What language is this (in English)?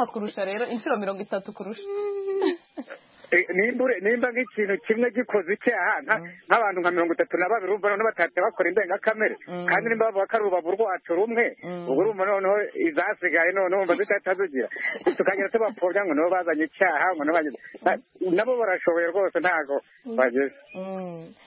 Kinyarwanda